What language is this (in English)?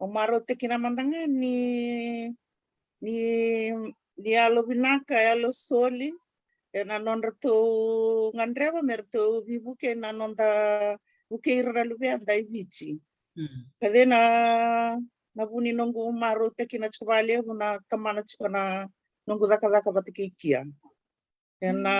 Fijian